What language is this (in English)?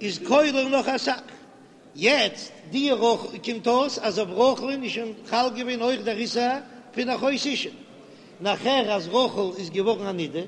Yiddish